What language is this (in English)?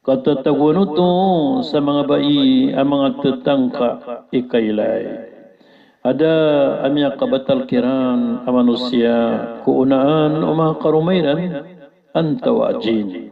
Maranao